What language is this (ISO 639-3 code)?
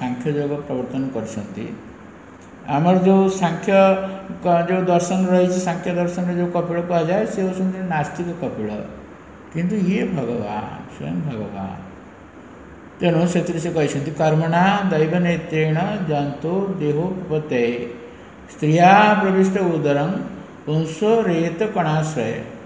ori